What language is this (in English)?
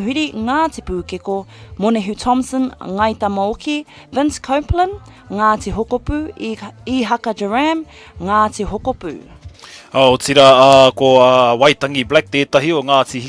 Māori